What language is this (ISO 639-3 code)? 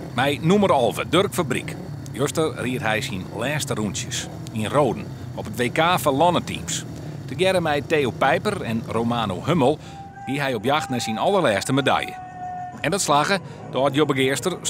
fry